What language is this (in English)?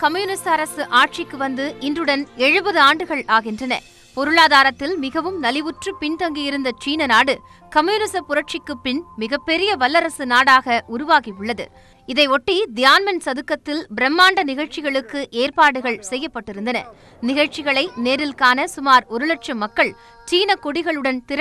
Tamil